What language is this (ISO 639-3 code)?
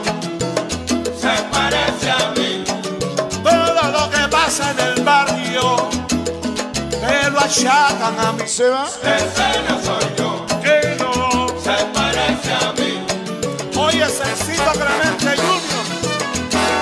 spa